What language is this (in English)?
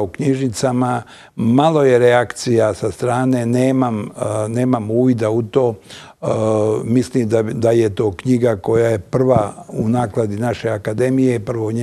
Bosnian